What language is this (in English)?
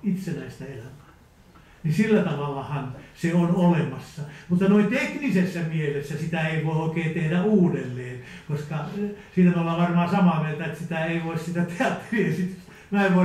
Finnish